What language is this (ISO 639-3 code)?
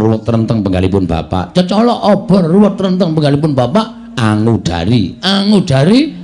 jav